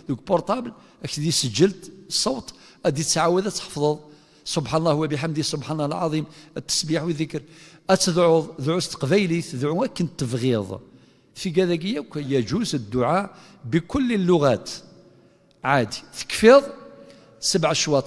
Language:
Kabyle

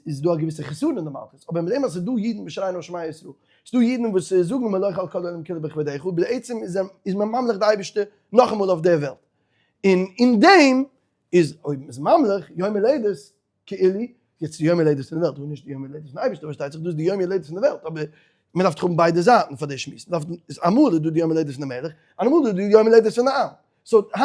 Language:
Yiddish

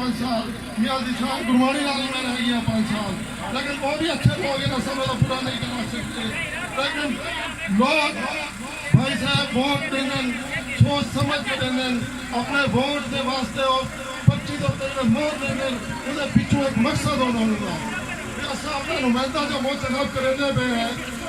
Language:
Saraiki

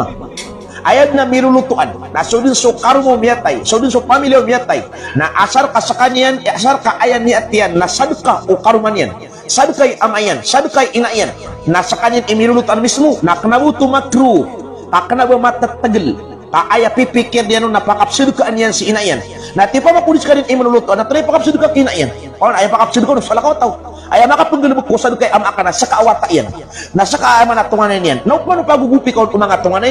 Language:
Maranao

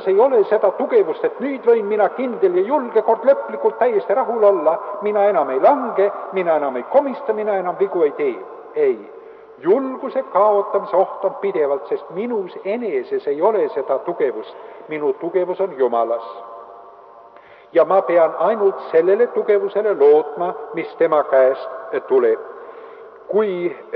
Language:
Estonian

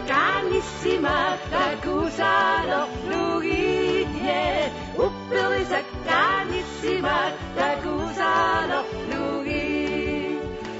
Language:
Kalaallisut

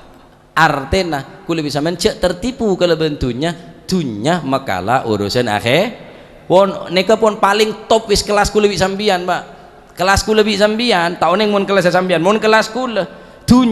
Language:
Madurese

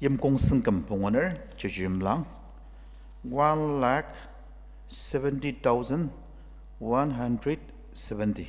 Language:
Ao Naga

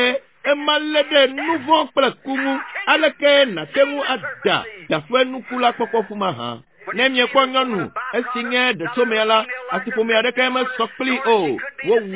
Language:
Ewe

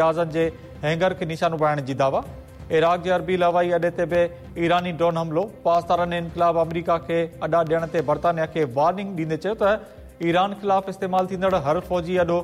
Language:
Sindhi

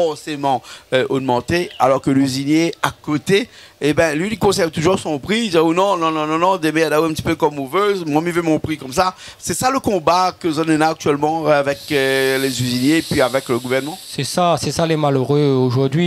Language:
Réunion Creole French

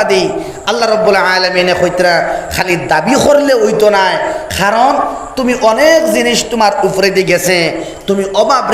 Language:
Sylheti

